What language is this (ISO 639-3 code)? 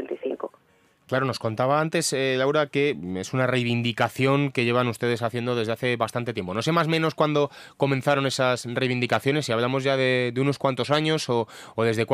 spa